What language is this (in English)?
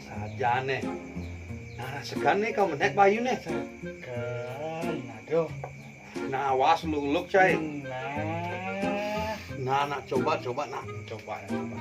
Balinese